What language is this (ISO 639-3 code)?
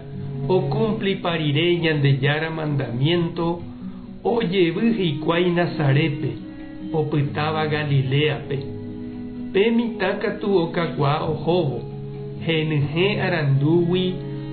grn